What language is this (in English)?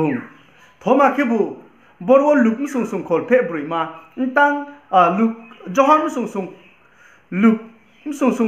Riang (India)